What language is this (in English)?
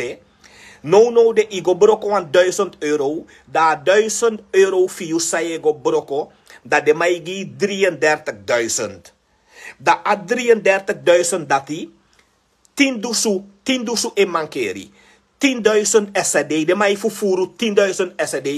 Sranan Tongo